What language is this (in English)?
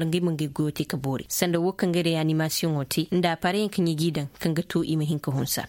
Koyraboro Senni